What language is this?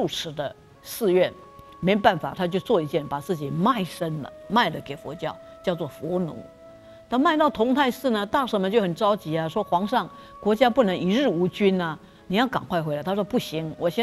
Chinese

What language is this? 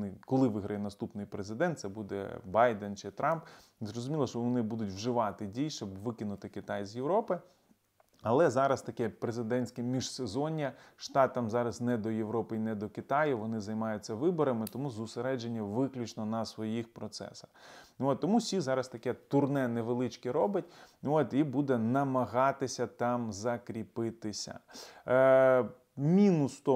Ukrainian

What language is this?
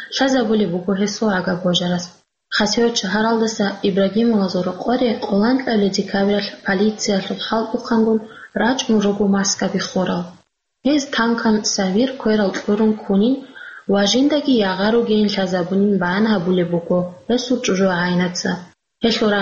Avaric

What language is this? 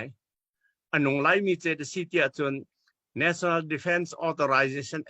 Hakha Chin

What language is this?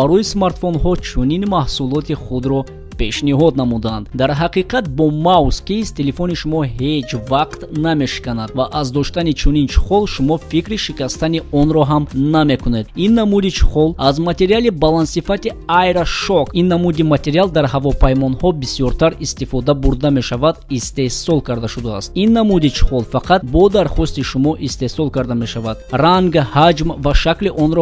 Tajik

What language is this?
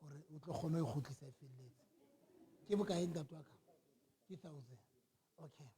Southern Sotho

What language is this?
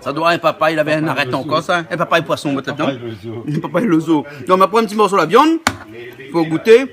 Réunion Creole French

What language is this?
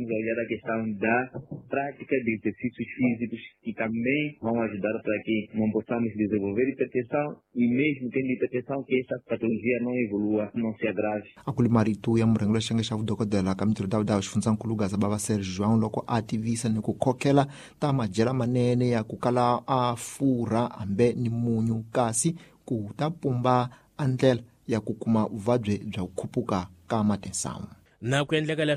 Tsonga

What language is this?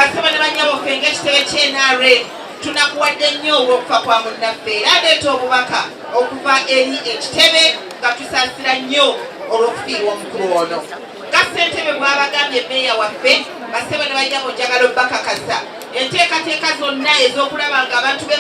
Ganda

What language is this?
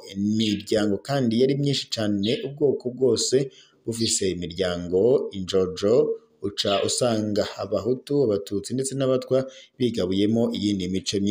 Rundi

